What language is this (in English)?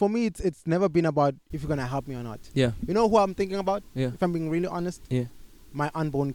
English